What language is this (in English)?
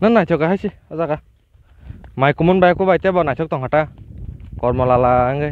Kok Borok